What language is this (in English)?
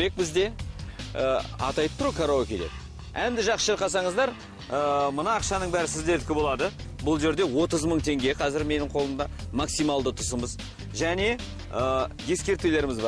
Kara-Kalpak